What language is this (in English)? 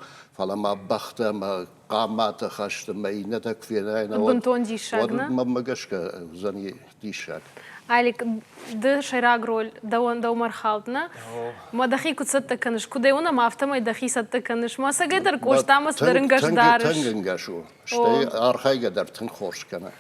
Ossetic